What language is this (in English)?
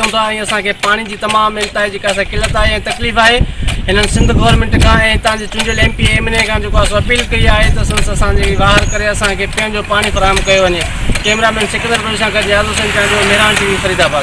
Sindhi